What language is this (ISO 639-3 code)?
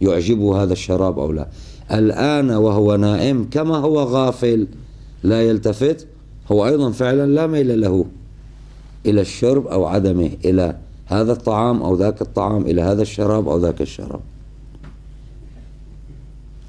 ara